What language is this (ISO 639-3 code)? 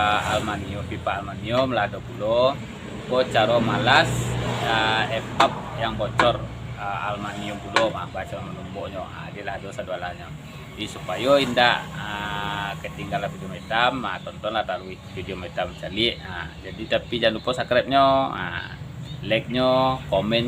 min